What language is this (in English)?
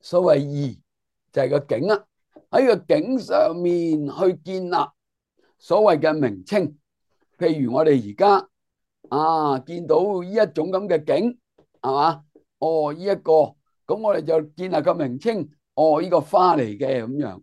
Cantonese